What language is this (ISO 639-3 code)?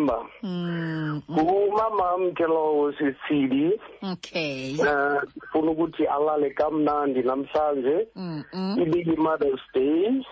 xho